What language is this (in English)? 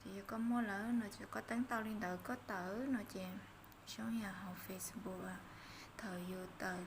Hmong